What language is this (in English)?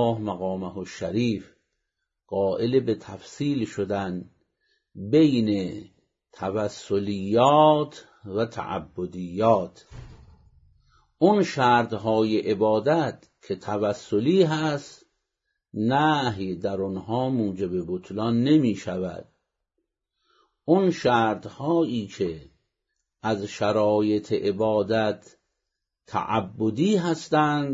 Persian